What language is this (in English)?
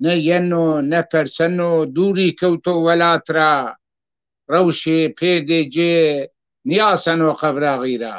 Zaza